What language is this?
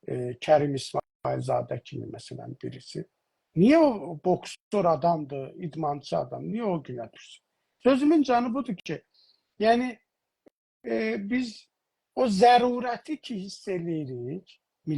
South Azerbaijani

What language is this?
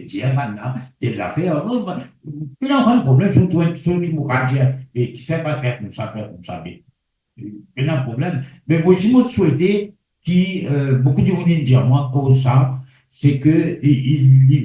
Morisyen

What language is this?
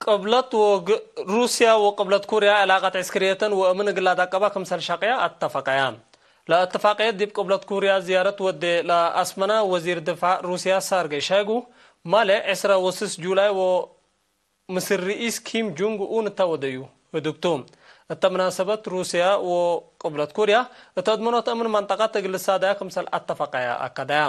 Tigre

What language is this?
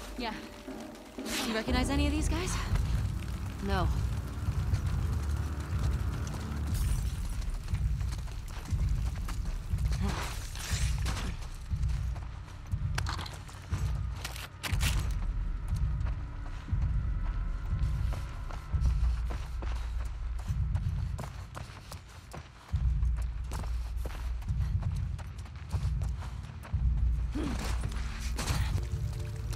English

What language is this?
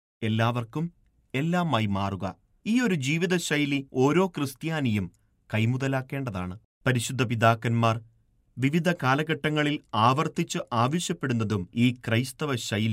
Malayalam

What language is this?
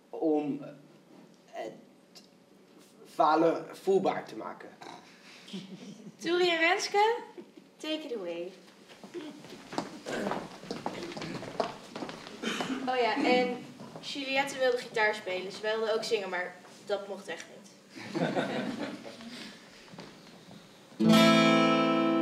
Dutch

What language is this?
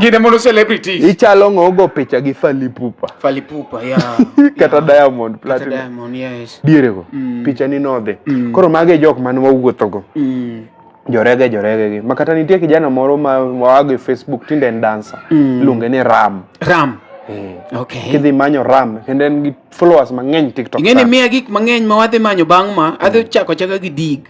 Luo (Kenya and Tanzania)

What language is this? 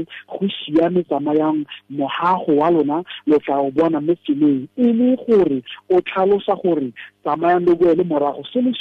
Tswana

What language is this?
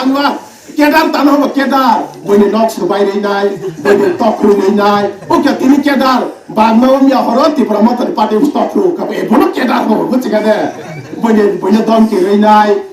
Kok Borok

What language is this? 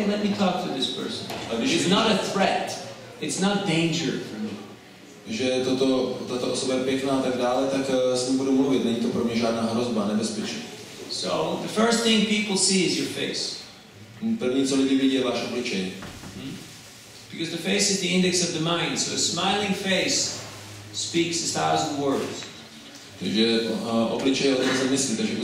Czech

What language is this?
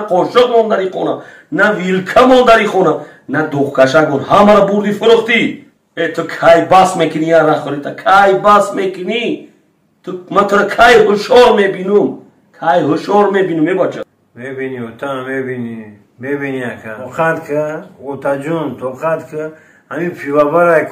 Tajik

